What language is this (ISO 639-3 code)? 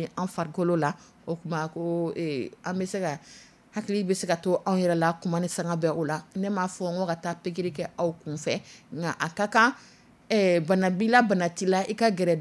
dyu